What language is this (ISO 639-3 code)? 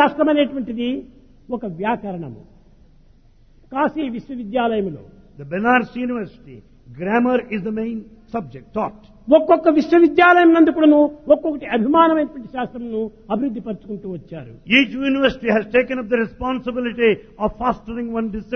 tel